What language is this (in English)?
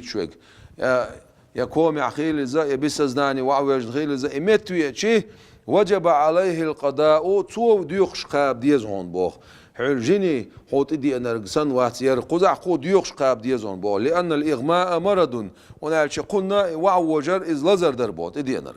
Chechen